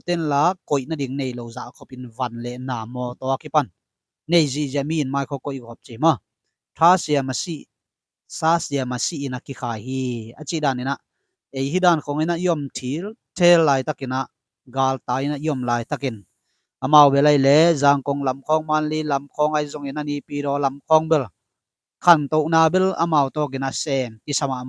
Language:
Tedim Chin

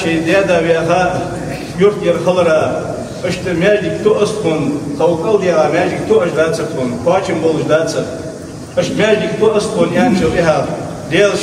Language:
Ingush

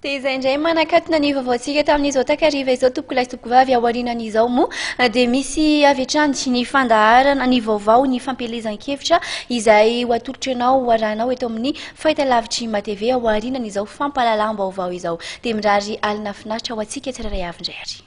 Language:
Malagasy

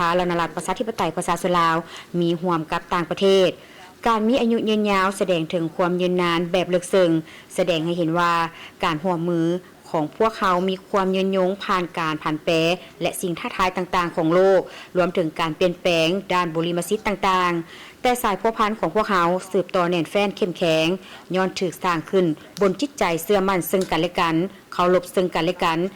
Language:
Lao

